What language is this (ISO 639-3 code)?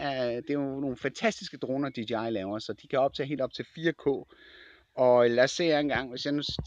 dan